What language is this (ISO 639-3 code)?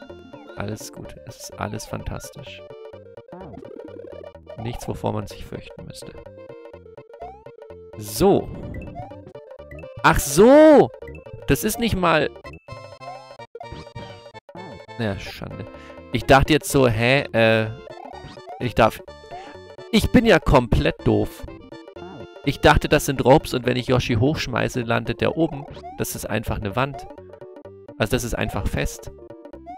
deu